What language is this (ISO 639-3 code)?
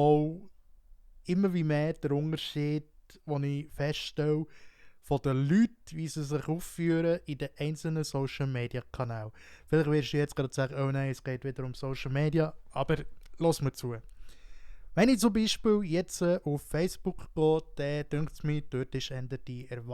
gsw